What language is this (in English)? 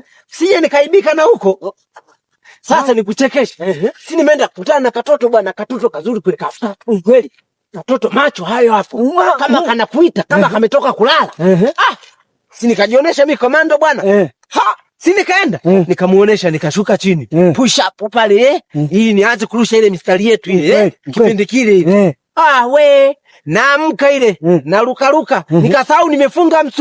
Swahili